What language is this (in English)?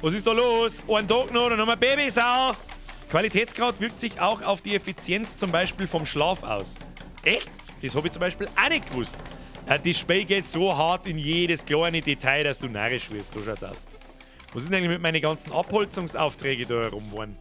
Bavarian